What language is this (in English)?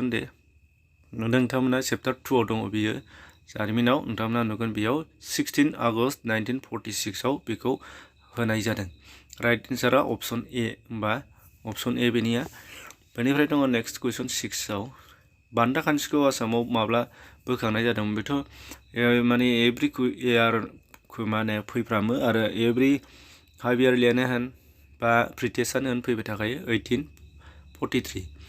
Bodo